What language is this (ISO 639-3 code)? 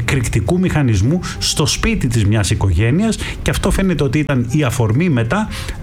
ell